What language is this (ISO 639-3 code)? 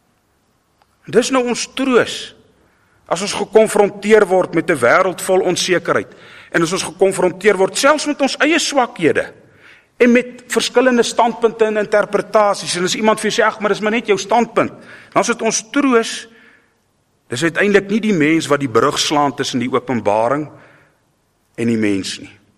afr